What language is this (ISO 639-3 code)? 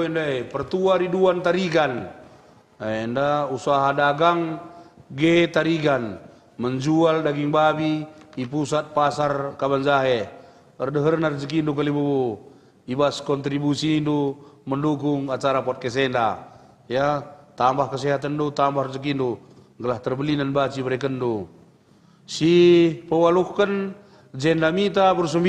btx